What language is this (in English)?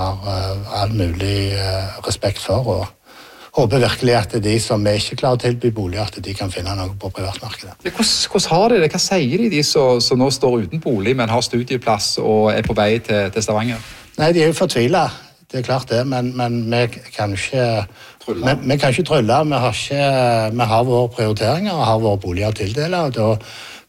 Norwegian